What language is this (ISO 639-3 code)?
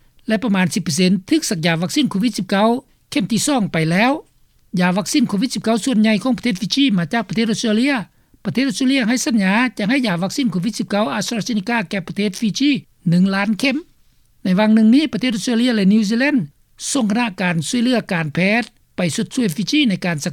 lao